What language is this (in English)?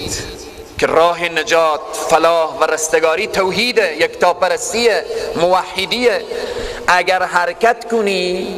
Persian